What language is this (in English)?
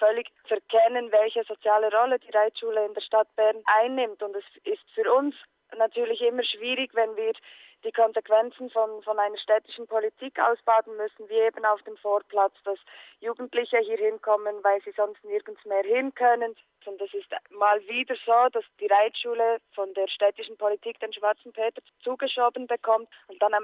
German